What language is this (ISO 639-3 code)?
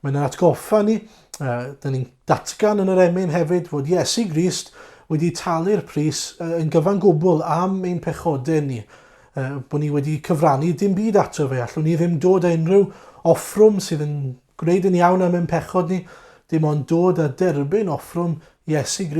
cym